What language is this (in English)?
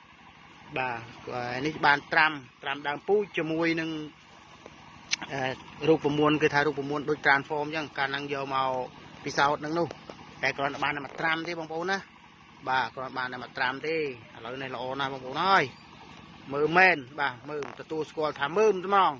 Khmer